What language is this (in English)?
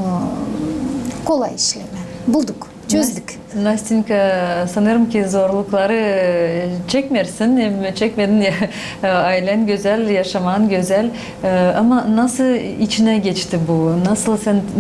Gagauz